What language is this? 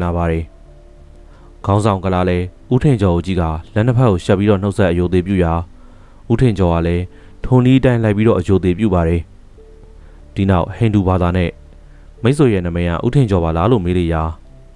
Burmese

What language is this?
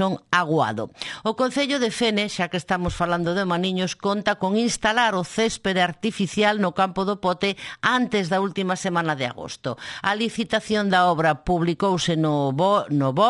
Galician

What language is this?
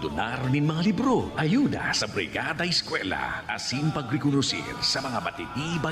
Bikol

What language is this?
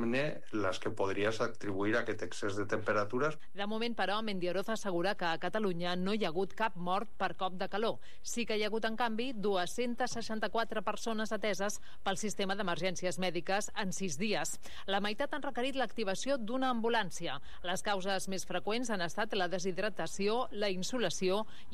Catalan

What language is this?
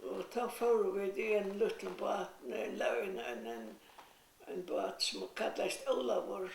Faroese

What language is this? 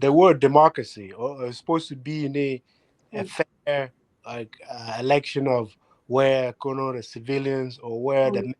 Acoli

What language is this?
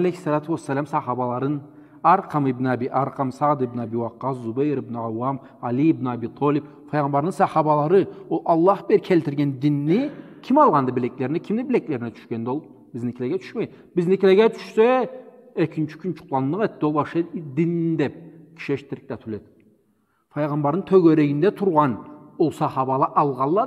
Karachay-Balkar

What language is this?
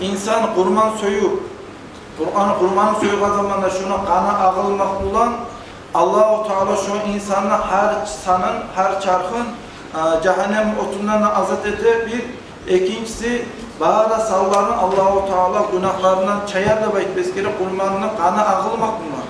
Kumyk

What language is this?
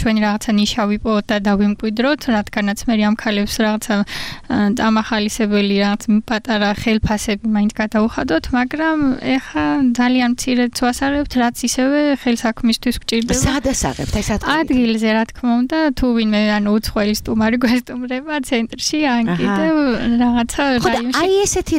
Georgian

